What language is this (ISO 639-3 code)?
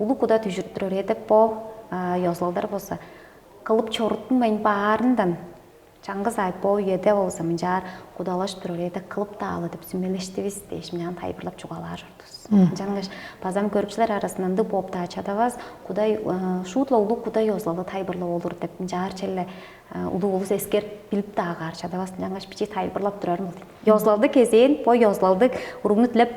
tyv